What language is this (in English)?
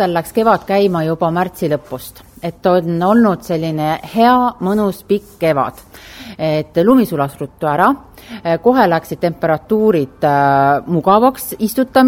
Estonian